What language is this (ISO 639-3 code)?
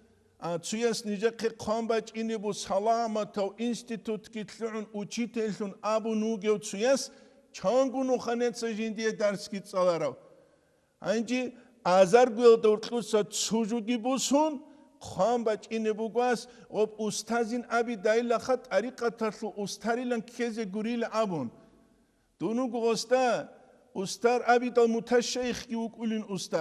ava